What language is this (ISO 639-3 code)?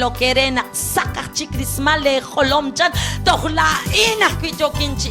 kek